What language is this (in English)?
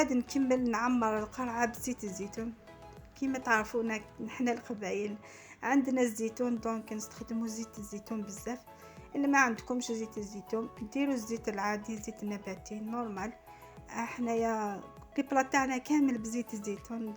Algerian Arabic